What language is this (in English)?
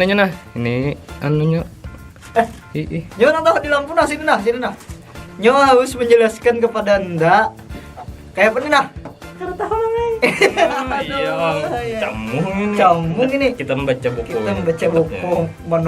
Banjar